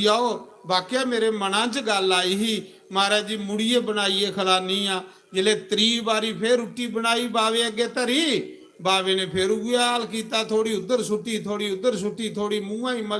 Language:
Dogri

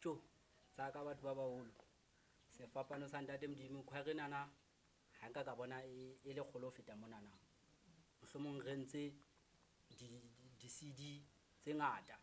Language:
Southern Sotho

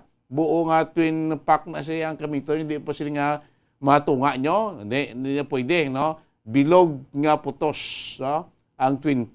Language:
Hiligaynon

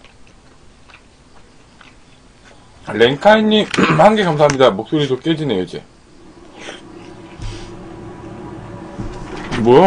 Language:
Korean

